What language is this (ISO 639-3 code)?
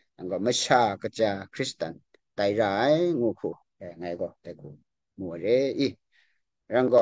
kac